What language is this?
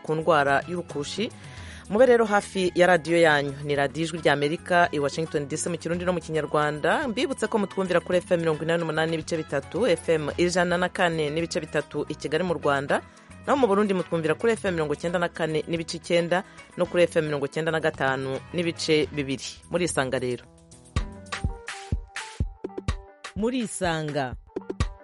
Kinyarwanda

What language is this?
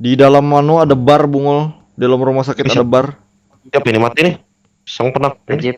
Banjar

